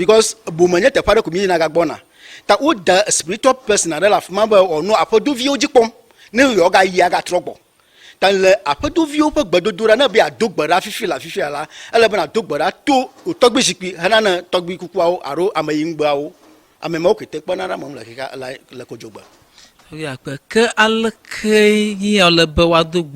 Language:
Ewe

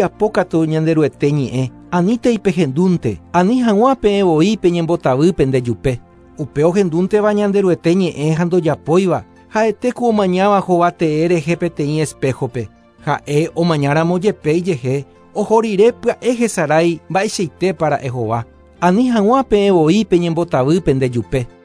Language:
Guarani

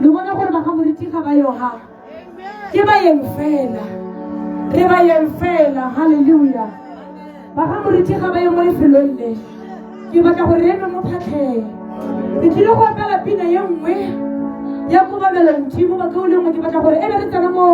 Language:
Tswana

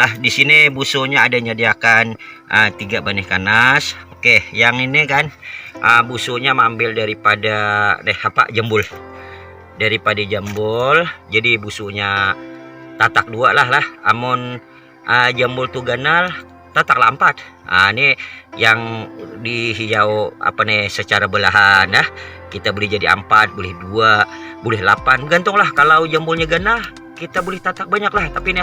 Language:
Banjar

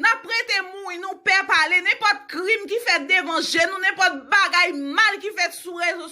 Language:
Haitian Creole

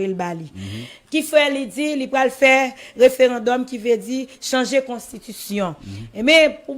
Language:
Haitian Creole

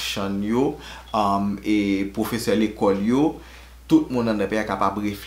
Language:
Haitian Creole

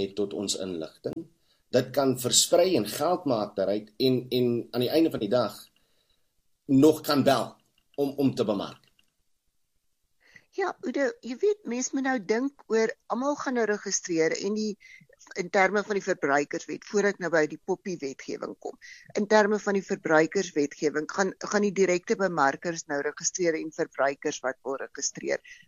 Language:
Afrikaans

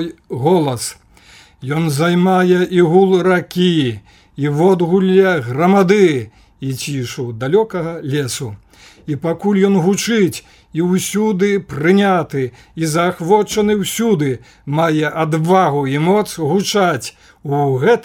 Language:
Belarusian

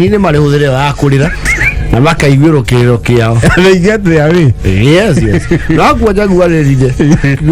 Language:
Kikuyu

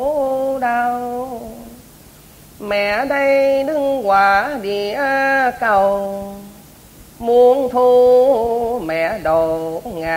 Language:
Vietnamese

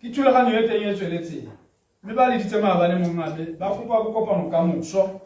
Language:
Tswana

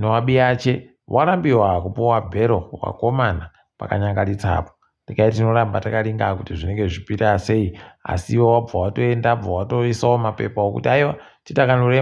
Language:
Ndau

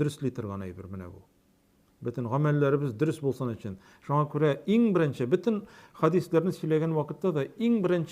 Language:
Tatar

